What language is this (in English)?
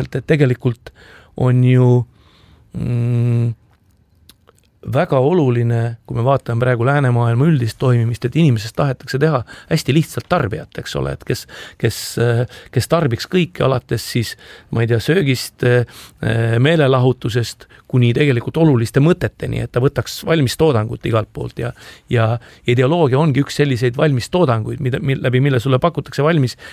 Estonian